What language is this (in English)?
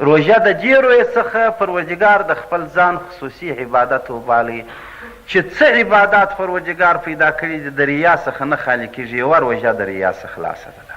Pashto